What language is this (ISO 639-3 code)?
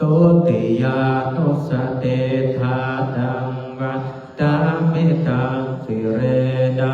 pli